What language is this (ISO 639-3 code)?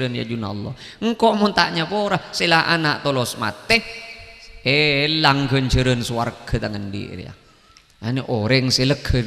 mad